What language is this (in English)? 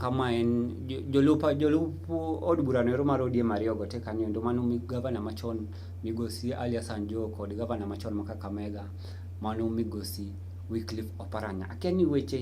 Luo (Kenya and Tanzania)